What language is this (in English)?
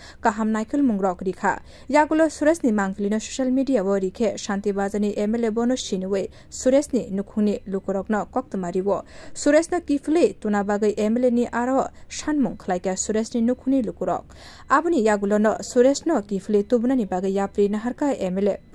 Kok Borok